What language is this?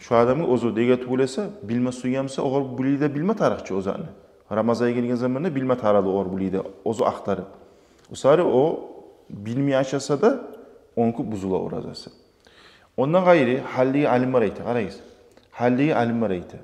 Kumyk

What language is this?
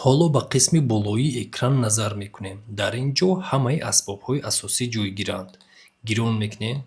Tajik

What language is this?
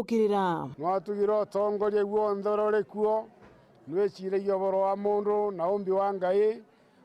Meru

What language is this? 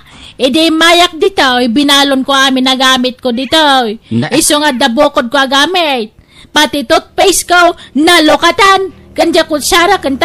Iloko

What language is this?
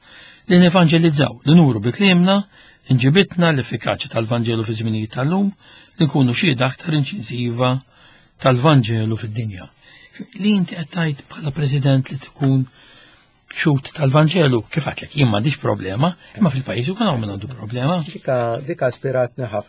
Maltese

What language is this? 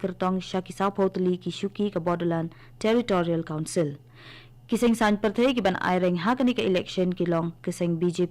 Khasi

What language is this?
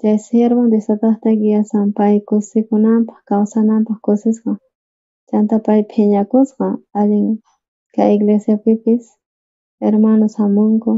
South Bolivian Quechua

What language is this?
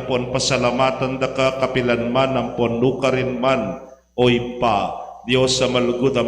Pampanga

